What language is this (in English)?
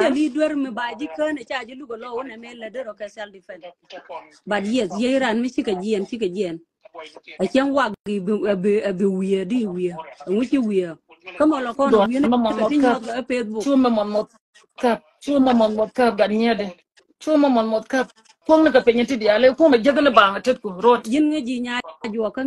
Nuer